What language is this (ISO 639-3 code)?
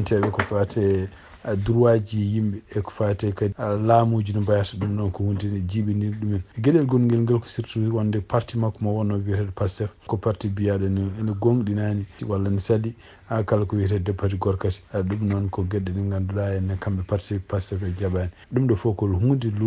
ful